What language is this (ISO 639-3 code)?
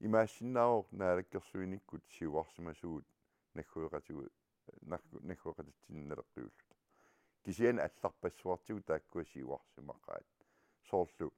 kal